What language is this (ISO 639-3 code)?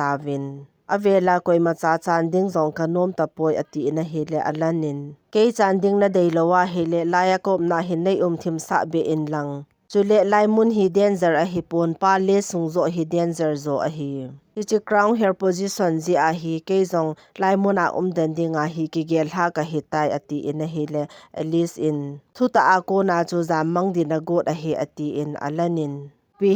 tcz